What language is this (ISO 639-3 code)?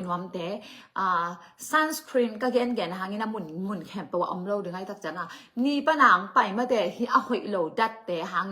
ctd